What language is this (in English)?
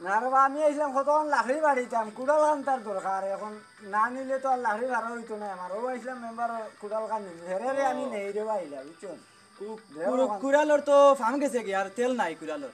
Sylheti